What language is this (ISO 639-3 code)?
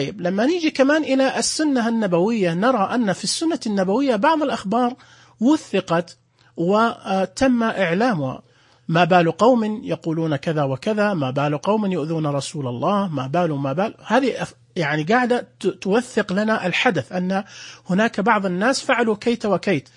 ars